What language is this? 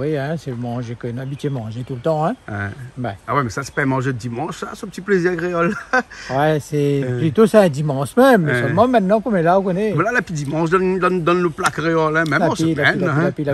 Réunion Creole French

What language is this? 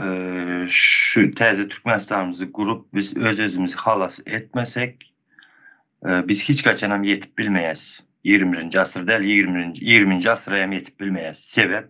Turkmen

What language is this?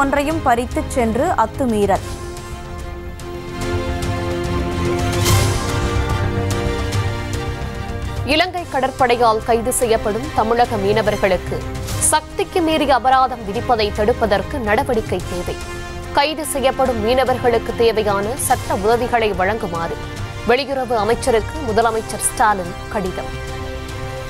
Tamil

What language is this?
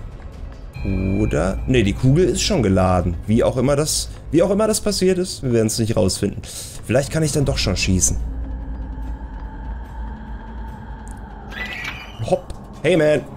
German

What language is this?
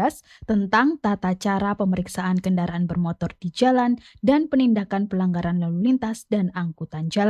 Indonesian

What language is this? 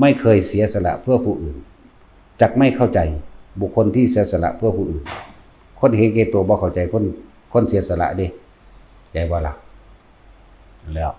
Lao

